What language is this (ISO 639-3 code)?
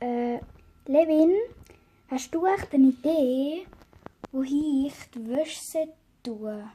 gsw